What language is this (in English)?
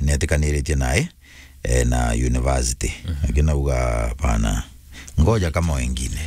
Meru